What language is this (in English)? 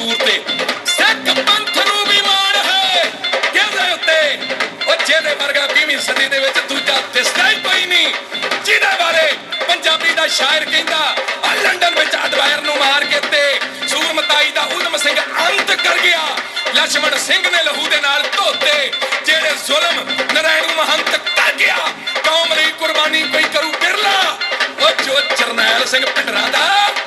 Punjabi